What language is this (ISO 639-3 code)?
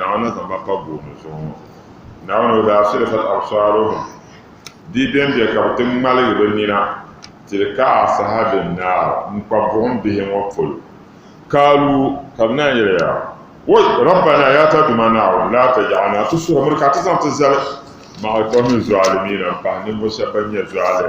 dag